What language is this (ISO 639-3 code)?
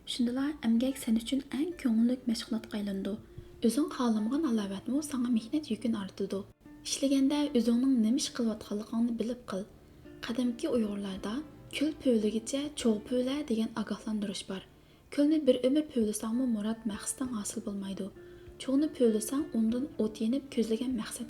uig